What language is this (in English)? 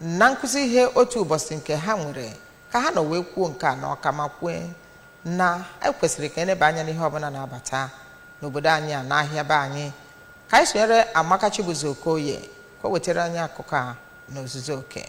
Igbo